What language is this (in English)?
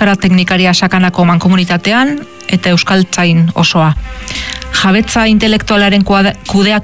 Basque